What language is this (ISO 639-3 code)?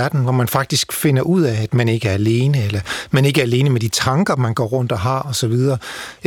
dan